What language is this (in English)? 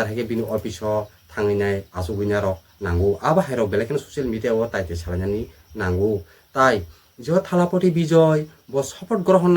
Kok Borok